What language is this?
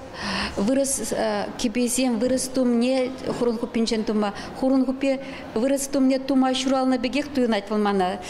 Chuvash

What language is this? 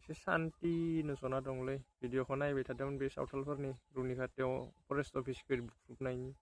Bodo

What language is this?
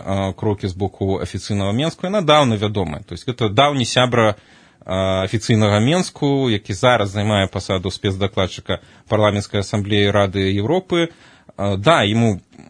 Belarusian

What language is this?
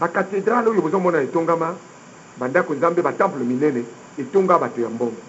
Lingala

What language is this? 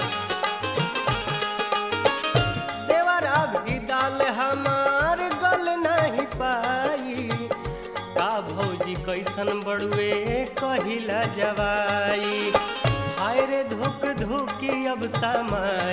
Bhojpuri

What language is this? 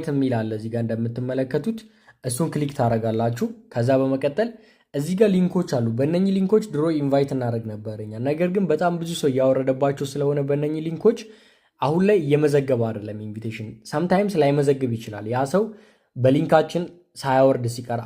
Amharic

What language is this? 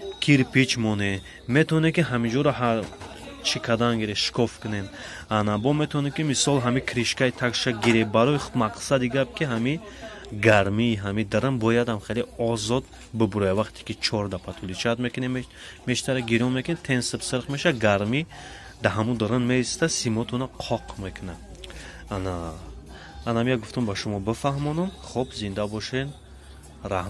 Tajik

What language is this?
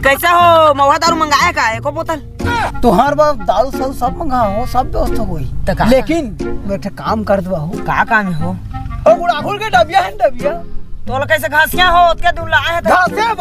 Chhattisgarhi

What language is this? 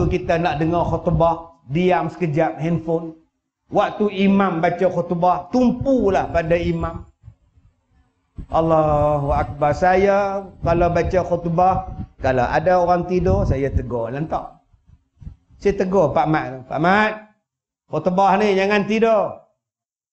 Malay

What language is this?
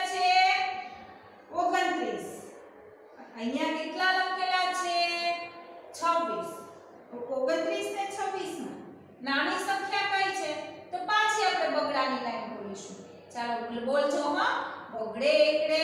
Gujarati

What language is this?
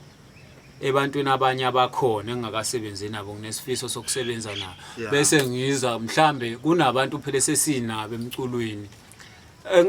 Zulu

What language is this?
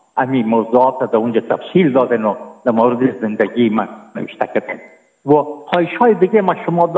Persian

